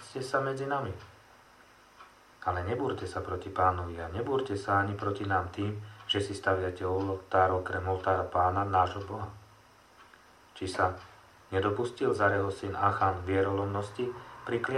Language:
Slovak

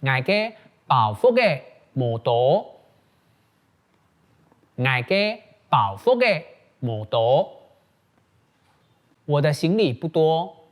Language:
Hakka Chinese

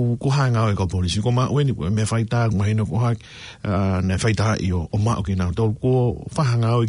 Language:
Tongan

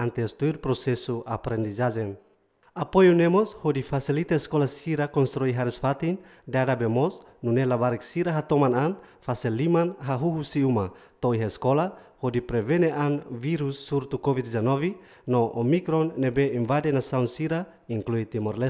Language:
Tetum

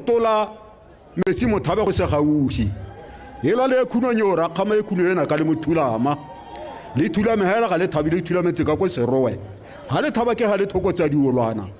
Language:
Tswana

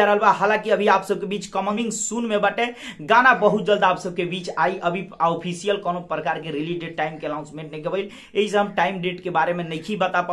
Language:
Bhojpuri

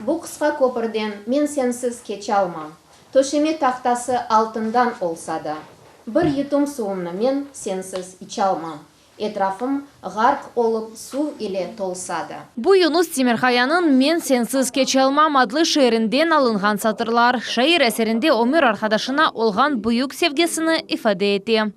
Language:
Crimean Tatar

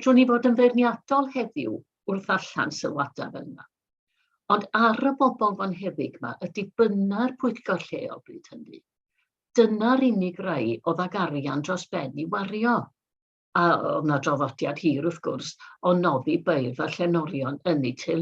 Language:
Welsh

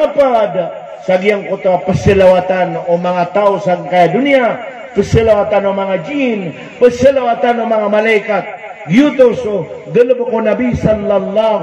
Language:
Maranao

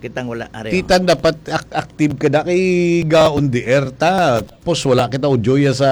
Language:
Hiligaynon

